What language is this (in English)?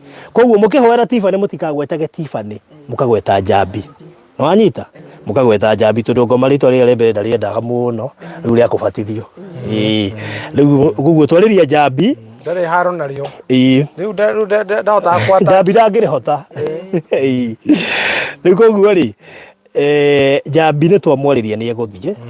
Kikuyu